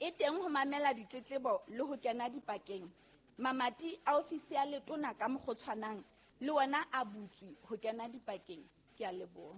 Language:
Southern Sotho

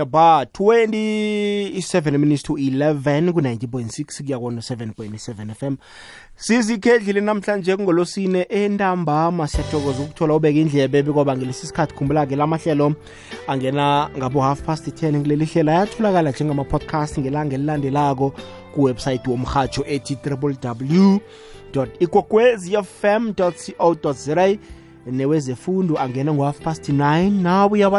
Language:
South Ndebele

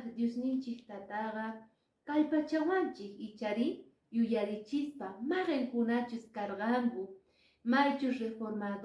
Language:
Quechua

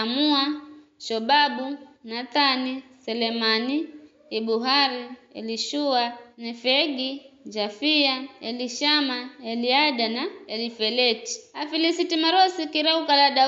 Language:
Giryama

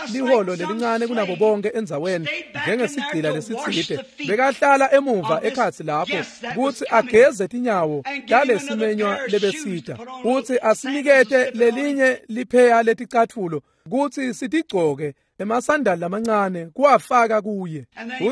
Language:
Swati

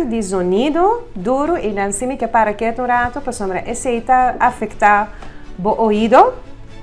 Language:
Papiamento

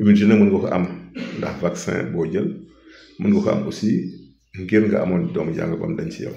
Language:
Wolof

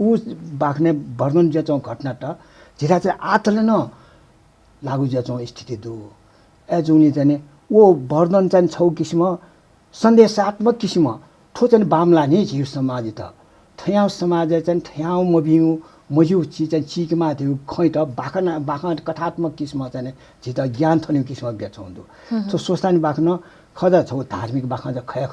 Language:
Newari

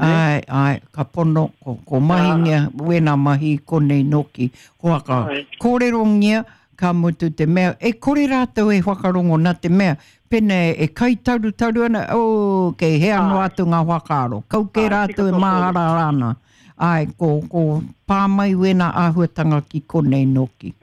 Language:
Māori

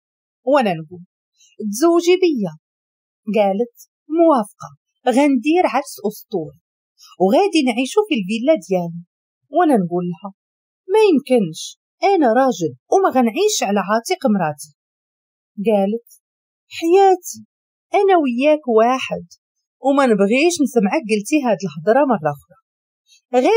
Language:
Moroccan Arabic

